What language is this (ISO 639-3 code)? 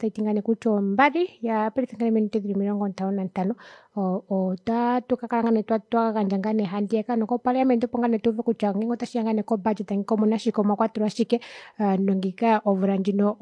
kua